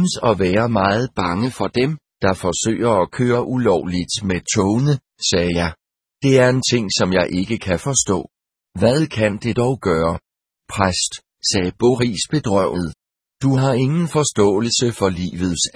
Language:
Danish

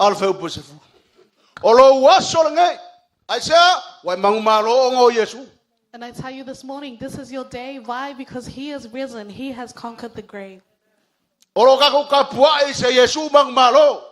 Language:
Samoan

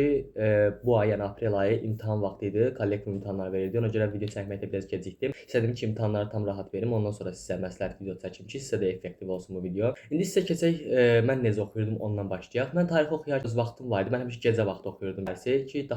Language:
Azerbaijani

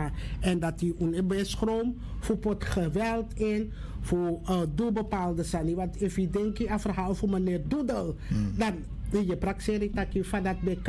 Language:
Dutch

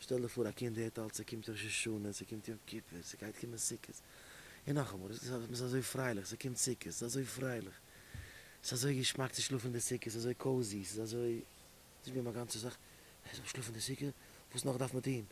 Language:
Yiddish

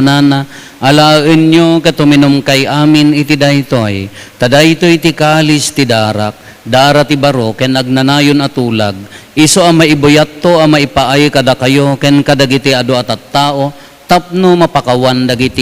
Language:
Iloko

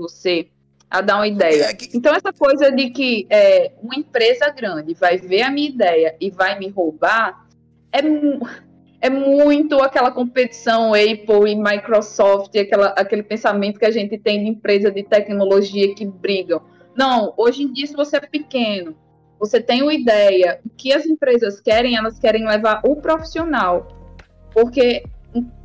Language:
Portuguese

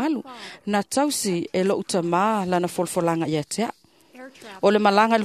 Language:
Samoan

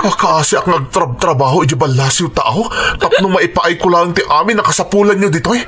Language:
Iloko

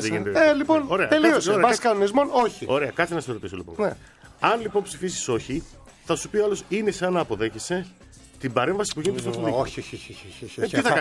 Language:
Greek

